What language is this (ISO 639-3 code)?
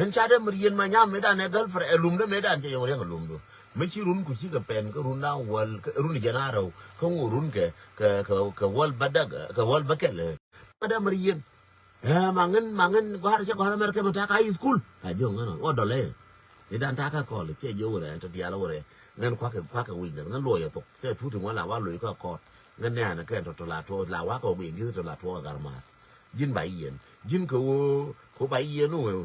nus